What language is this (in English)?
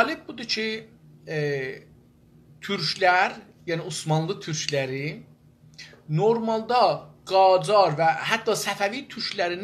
South Azerbaijani